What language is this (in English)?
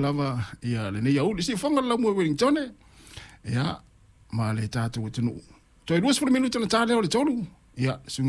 Samoan